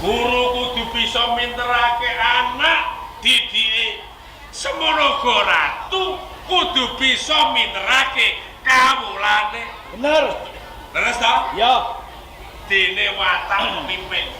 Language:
Javanese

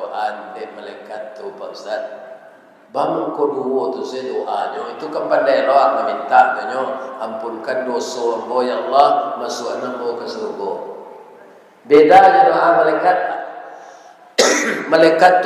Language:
Minangkabau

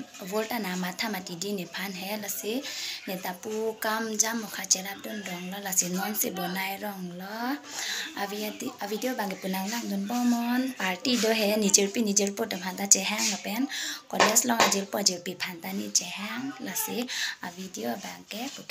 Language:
Karbi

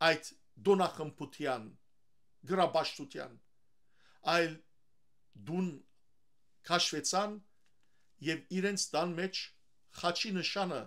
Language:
Western Armenian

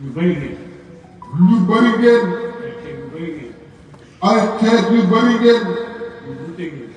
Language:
Wolof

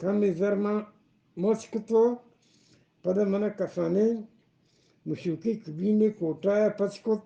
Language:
Eastern Balochi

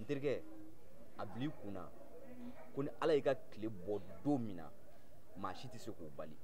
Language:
Bambara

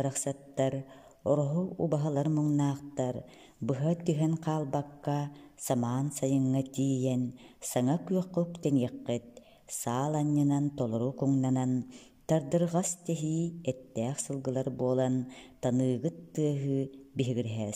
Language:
Yakut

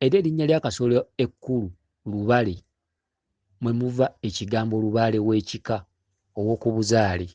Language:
Ganda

